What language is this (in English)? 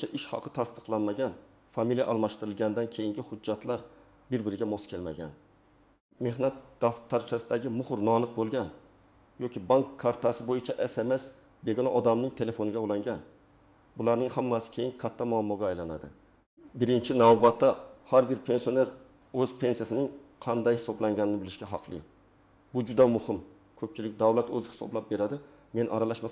Uzbek